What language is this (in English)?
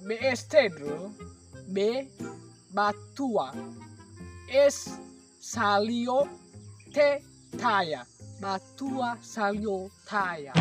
Nias